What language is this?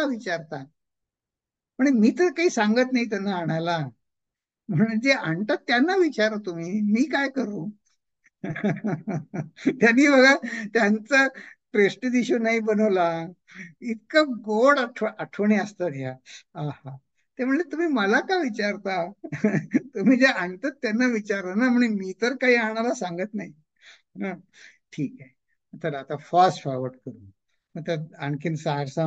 Marathi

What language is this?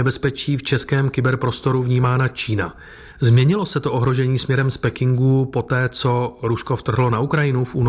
Czech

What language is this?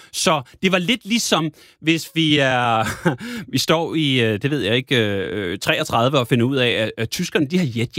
Danish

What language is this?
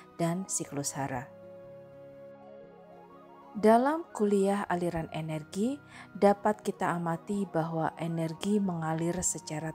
Indonesian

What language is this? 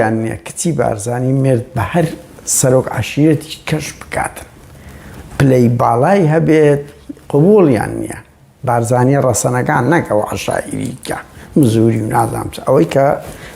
Central Kurdish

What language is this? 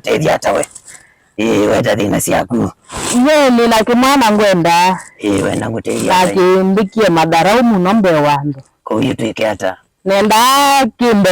Kamba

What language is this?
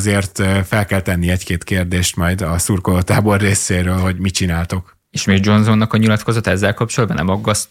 Hungarian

